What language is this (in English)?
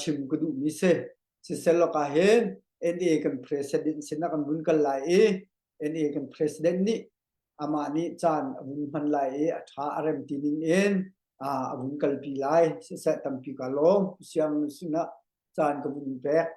Hakha Chin